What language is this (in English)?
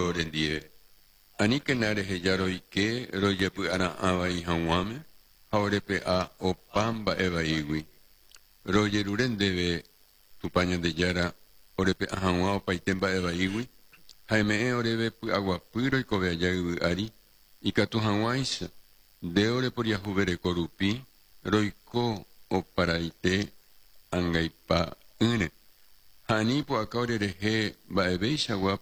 Guarani